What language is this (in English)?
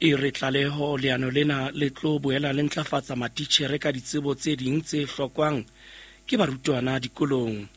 Southern Sotho